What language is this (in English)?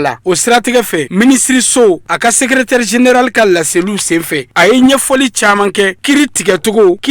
Bambara